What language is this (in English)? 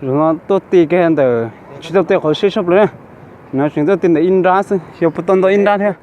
Hmong